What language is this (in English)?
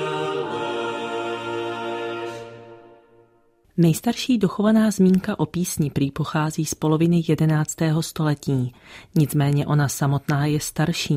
Czech